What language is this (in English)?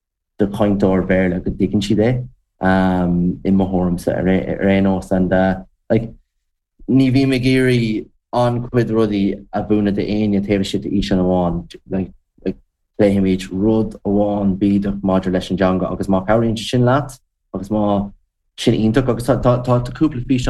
Irish